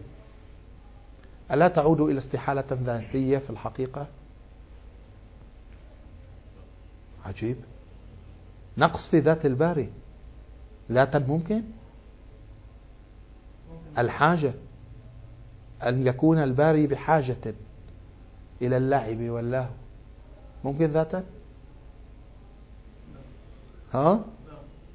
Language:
Arabic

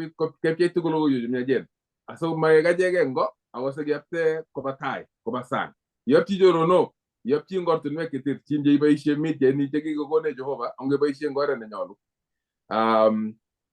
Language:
Kalenjin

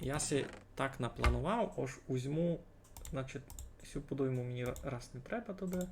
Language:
Rusyn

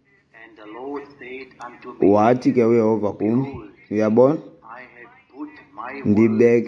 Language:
Xhosa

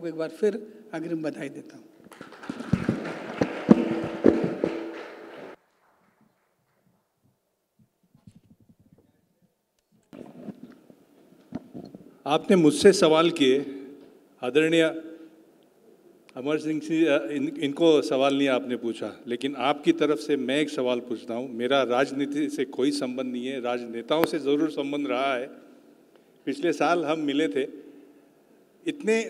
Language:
Hindi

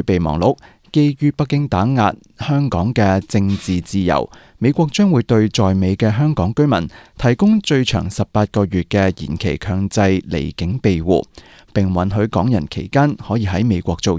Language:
Cantonese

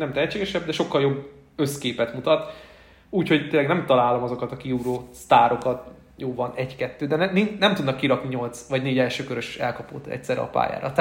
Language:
Hungarian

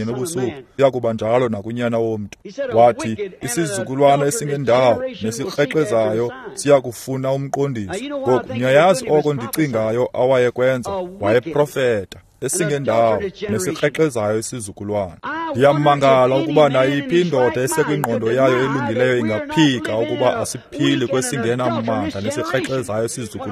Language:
Xhosa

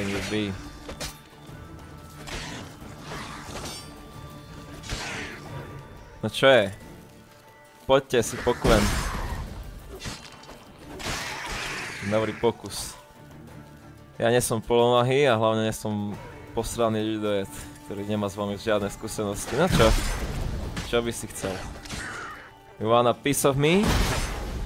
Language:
Slovak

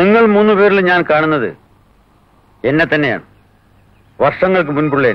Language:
Malayalam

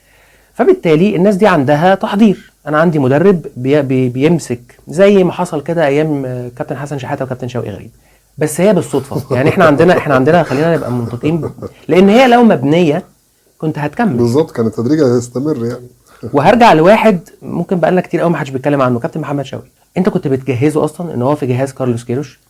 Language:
Egyptian Arabic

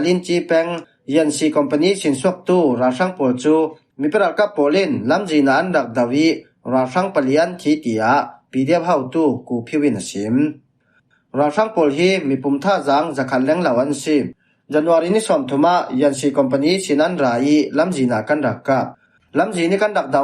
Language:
Falam Chin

